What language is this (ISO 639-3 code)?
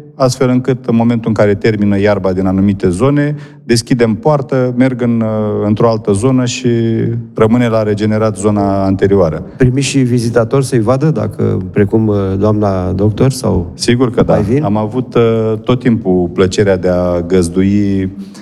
ron